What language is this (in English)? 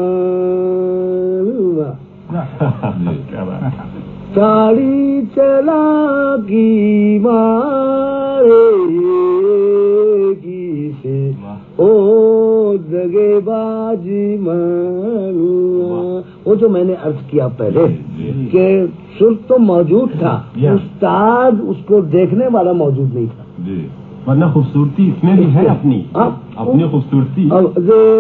Urdu